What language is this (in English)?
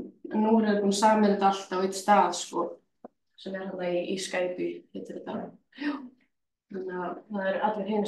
Icelandic